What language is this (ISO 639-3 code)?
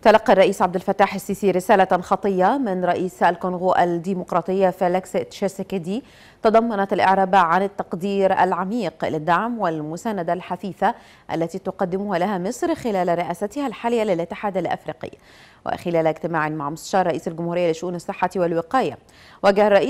ara